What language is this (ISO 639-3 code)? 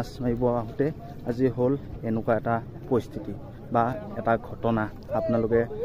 asm